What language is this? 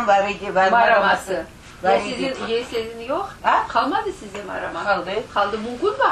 Crimean Tatar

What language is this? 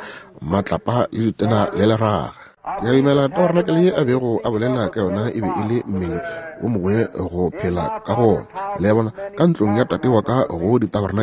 Northern Sotho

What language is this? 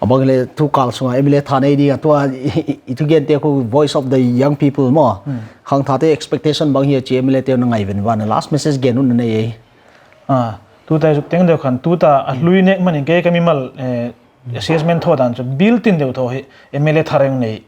Paite Chin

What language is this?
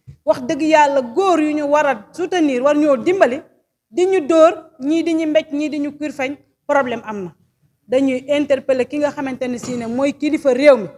Wolof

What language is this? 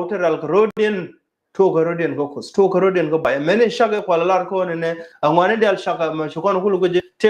Nuer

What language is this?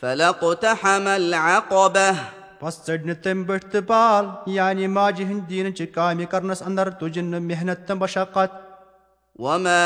Kashmiri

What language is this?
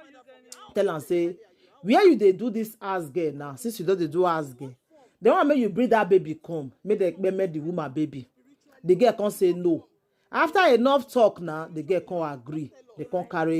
Nigerian Pidgin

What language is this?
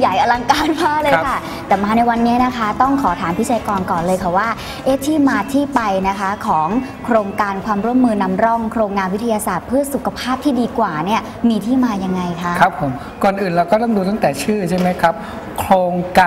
Thai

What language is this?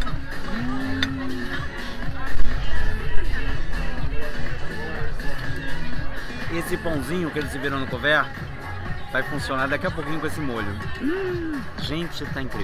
Portuguese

